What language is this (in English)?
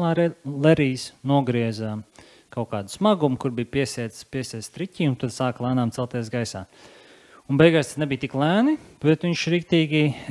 Latvian